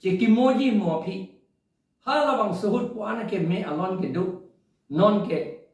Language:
Karbi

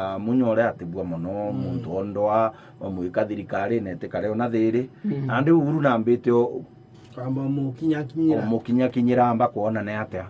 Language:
Meru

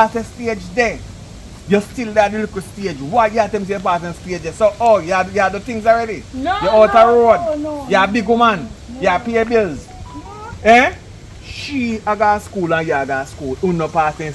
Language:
Jamaican Creole English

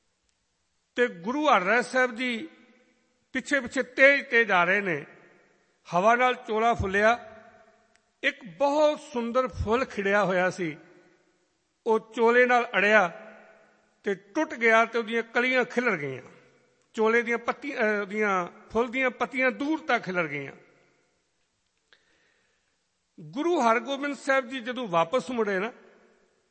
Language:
Punjabi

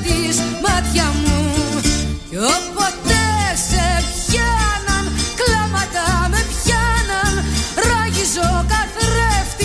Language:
Greek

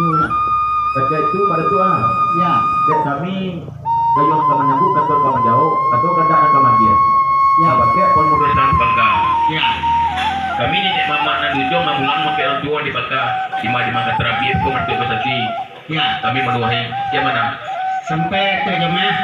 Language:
Minangkabau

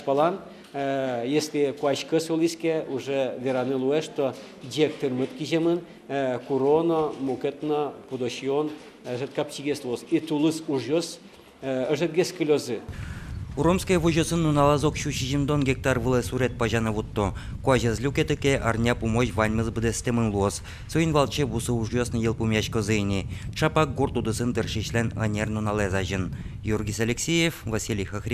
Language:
Udmurt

